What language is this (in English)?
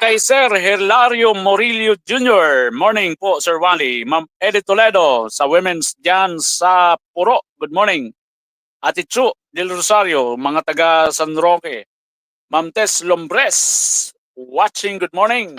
Bikol